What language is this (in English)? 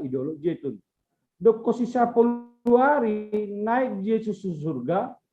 Batak Simalungun